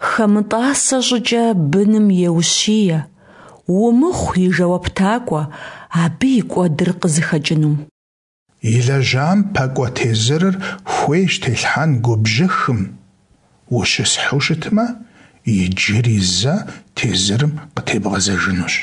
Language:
Kabardian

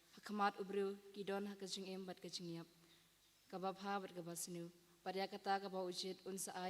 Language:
Khasi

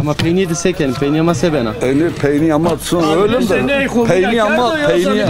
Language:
Zaza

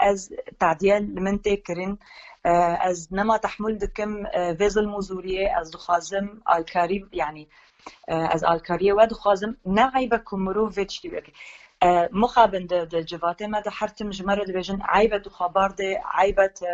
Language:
Kurdish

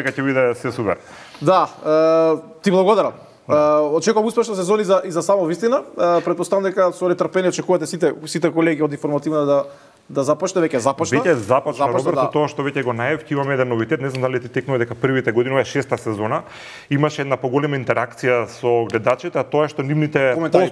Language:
Macedonian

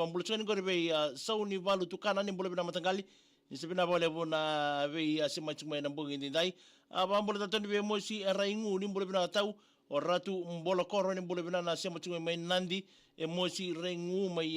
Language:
Fijian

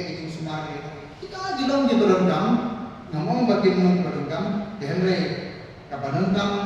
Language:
Khasi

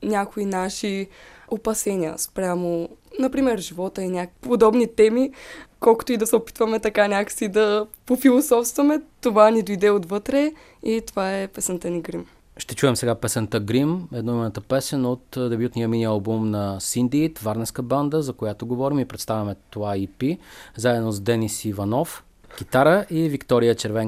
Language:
Bulgarian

